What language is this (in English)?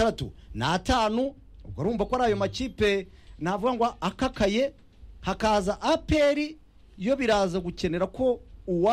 Kinyarwanda